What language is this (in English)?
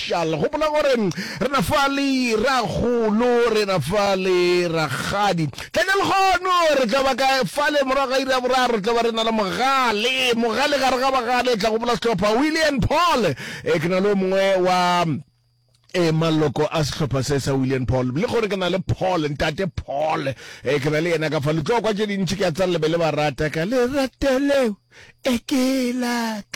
Northern Sotho